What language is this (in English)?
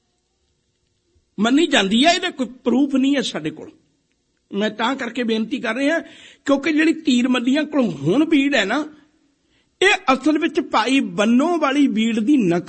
Punjabi